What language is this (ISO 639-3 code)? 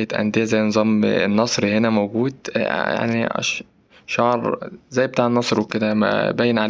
arz